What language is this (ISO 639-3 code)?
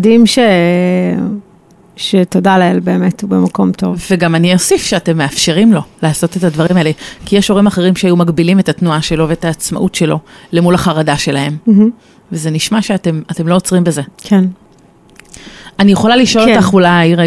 heb